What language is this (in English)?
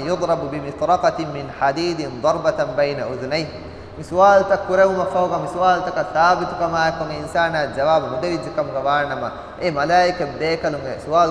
Divehi